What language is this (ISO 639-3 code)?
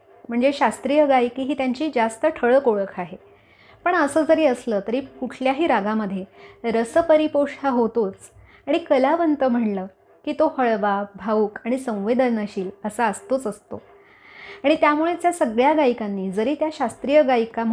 mar